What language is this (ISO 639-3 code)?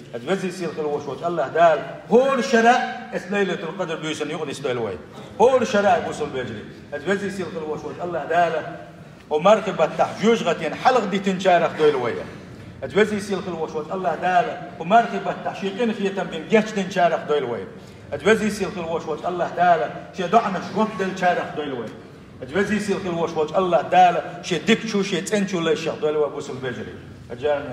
che